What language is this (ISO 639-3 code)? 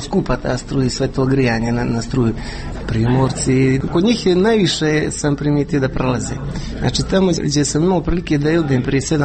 hrv